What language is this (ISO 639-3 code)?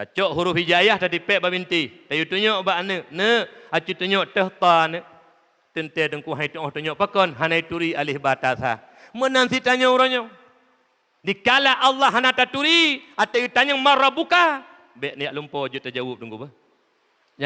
ace